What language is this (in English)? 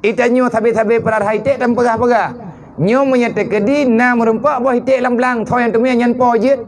Achinese